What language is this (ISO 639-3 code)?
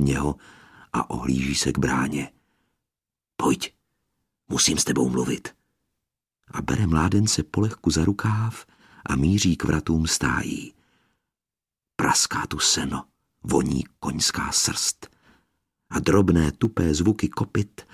ces